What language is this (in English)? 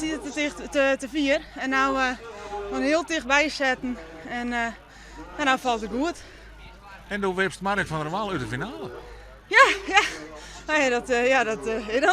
Western Frisian